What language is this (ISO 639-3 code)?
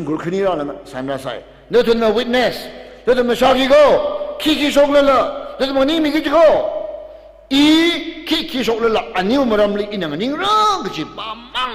nmf